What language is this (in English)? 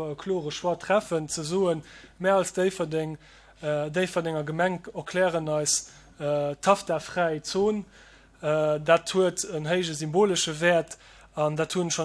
Luxembourgish